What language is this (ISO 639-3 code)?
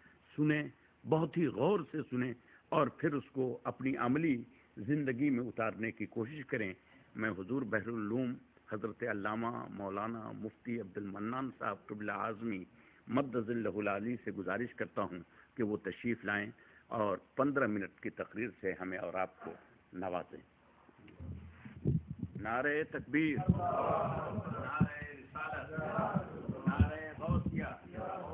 urd